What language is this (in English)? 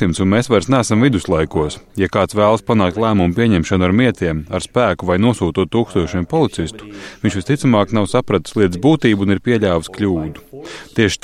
Latvian